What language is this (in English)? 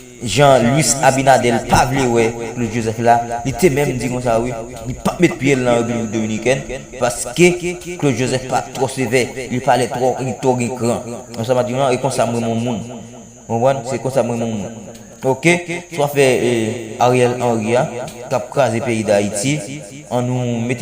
Haitian Creole